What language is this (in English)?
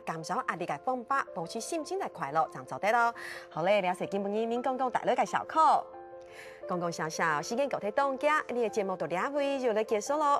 Hakka Chinese